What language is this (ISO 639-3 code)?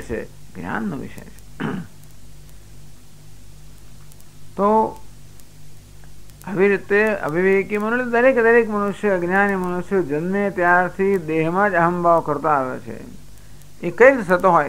guj